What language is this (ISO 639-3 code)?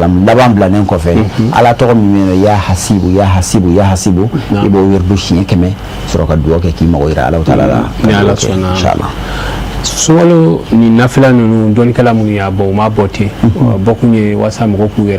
bam